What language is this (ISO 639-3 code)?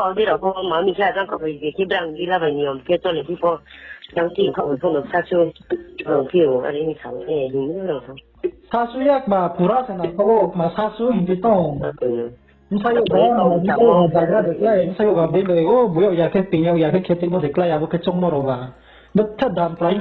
ria